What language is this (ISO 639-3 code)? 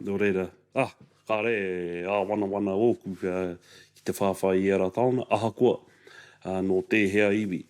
mri